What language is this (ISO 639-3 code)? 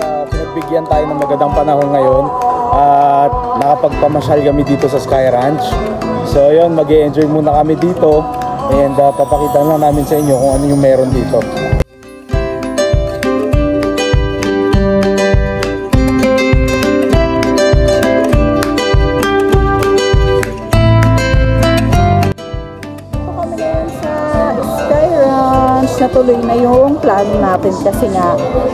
fil